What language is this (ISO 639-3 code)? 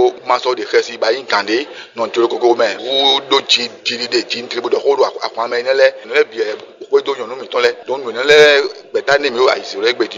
fon